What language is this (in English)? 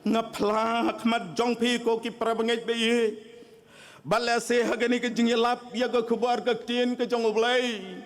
Khasi